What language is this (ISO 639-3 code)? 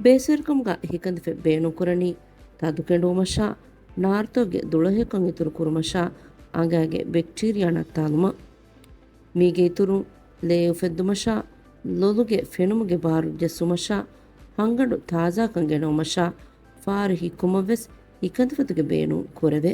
div